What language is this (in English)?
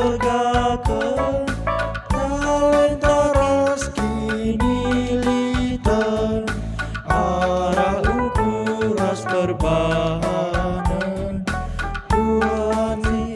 Batak Karo